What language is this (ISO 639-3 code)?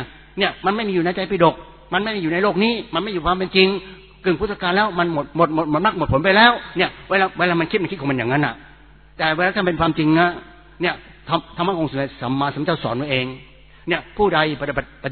tha